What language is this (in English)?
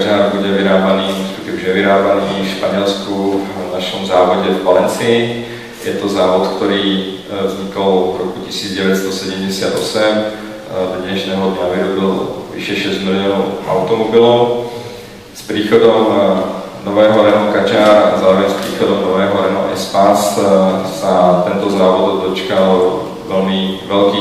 Slovak